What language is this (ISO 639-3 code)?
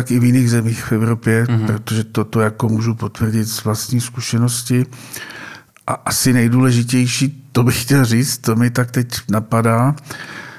ces